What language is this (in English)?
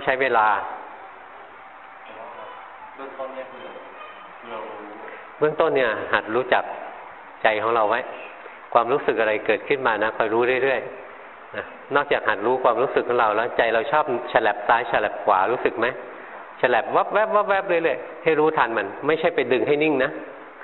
Thai